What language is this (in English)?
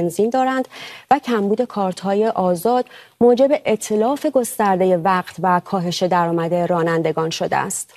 Persian